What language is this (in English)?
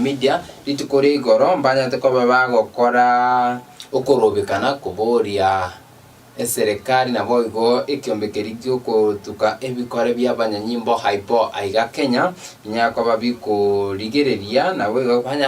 Gusii